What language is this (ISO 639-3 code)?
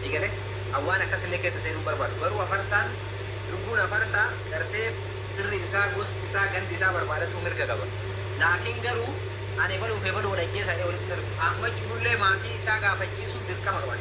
orm